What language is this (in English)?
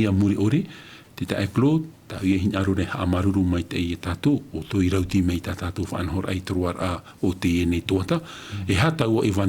Tahitian